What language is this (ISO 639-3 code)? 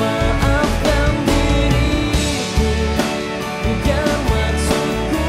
mfp